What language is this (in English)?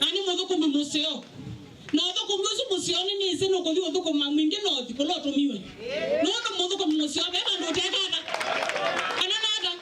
Kamba